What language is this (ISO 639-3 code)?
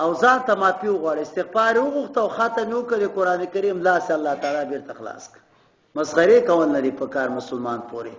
pus